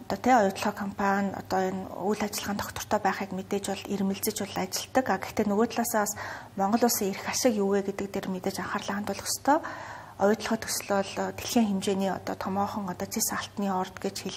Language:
Mongolian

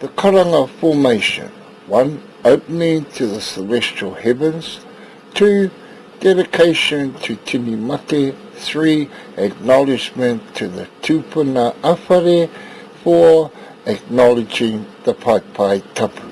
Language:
Māori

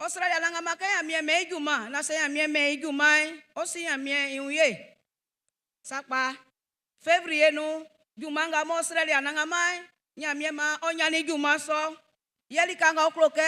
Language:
Baoulé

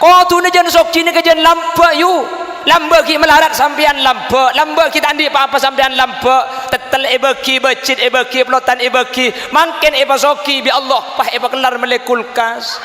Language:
Madurese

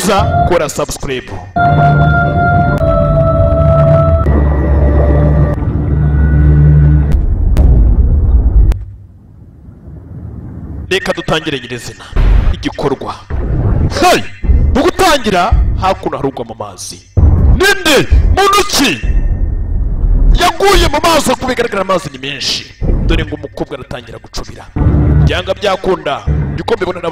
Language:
Kinyarwanda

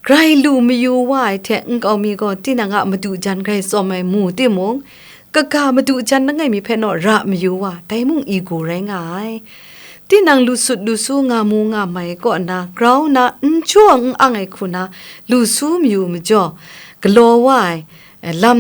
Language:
Kachin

